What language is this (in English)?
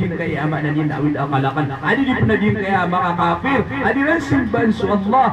Maranao